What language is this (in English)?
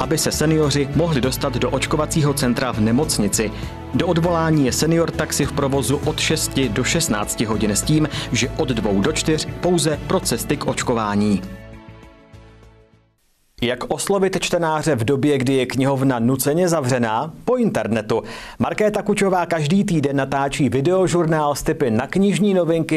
Czech